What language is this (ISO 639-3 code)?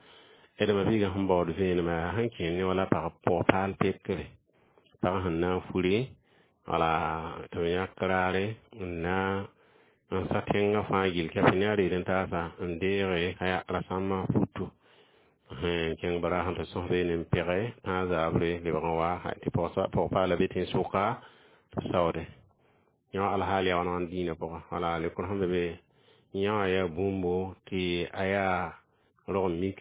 mos